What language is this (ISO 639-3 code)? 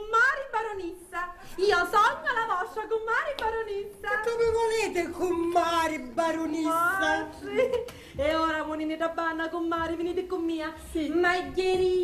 scn